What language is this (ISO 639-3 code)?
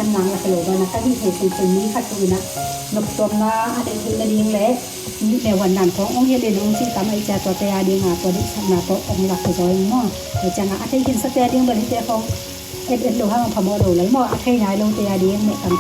ctd